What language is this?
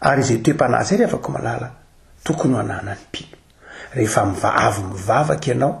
Malagasy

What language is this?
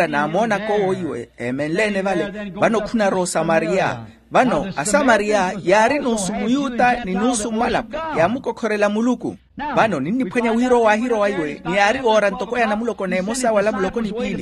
Makhuwa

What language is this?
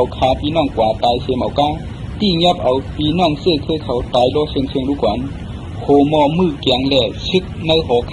Shan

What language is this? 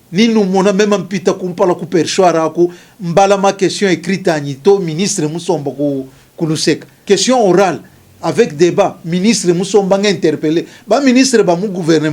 Luba-Lulua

